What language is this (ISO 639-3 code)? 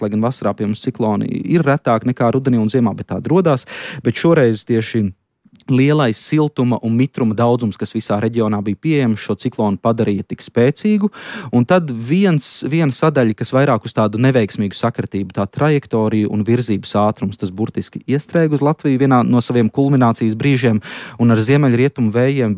lav